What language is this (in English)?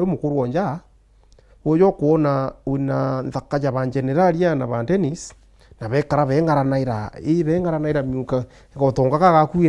Meru